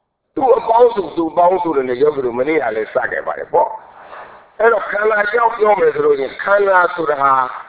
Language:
Burmese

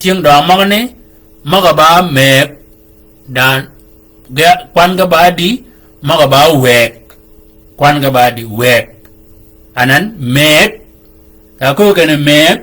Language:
Shilluk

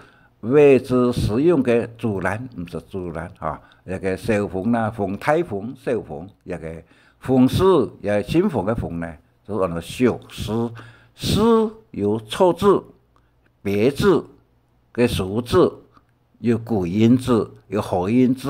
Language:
Hakka Chinese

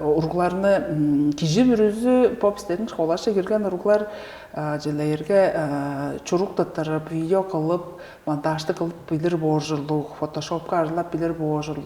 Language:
Tuvinian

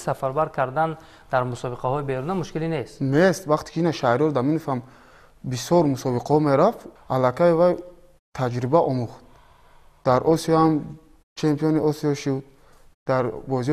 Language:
Tajik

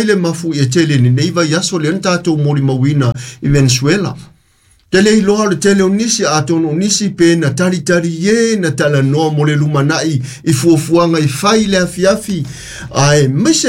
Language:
Samoan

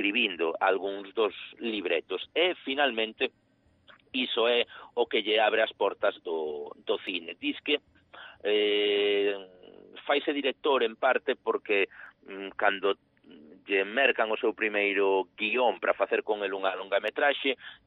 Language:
Galician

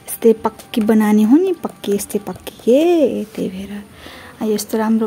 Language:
Nepali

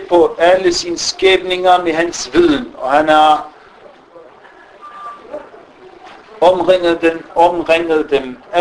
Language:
Danish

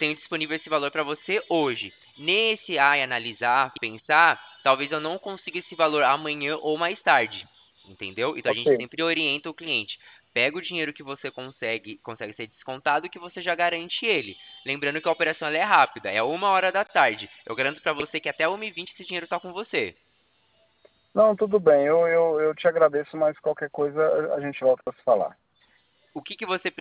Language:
Portuguese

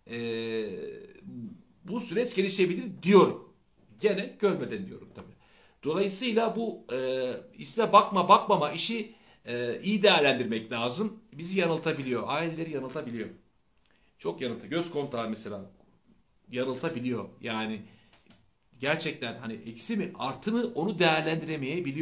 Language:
Turkish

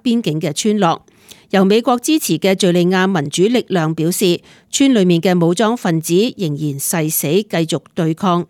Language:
Cantonese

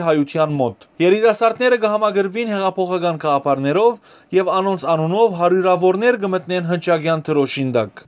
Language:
Western Armenian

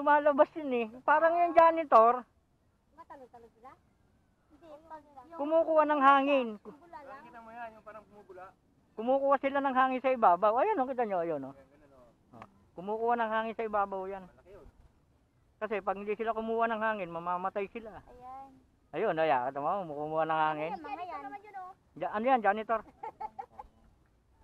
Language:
Filipino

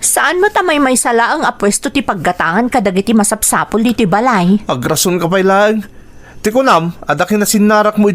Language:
Iloko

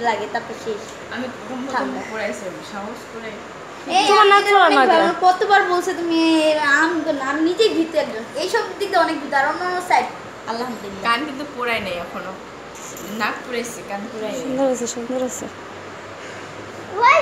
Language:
Bangla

